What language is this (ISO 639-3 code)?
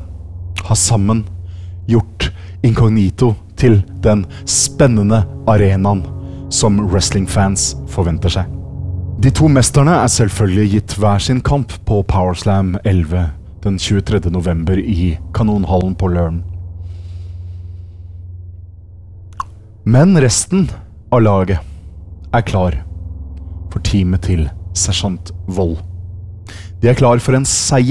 nor